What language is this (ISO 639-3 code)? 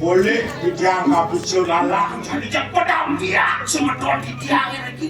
ban